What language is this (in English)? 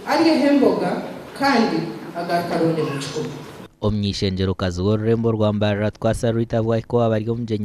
Nyankole